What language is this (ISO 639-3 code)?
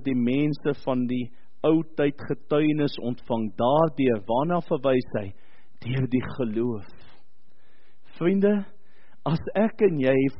afr